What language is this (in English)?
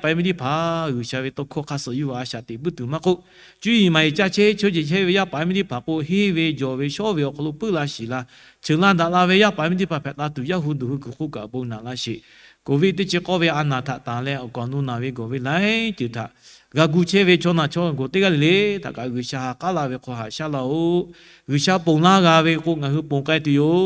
Lahu